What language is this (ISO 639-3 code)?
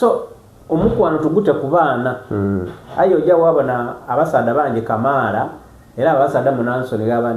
xog